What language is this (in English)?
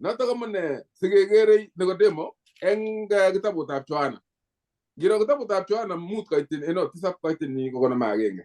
Kalenjin